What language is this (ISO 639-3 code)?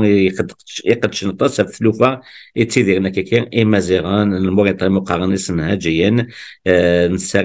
kab